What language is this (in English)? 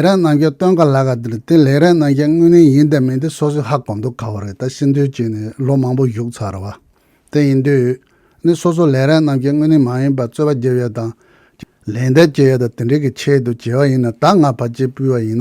Tibetan